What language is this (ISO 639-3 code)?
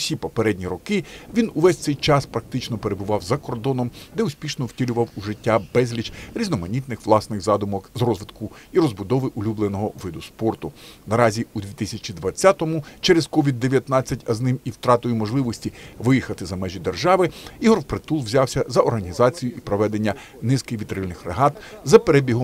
ukr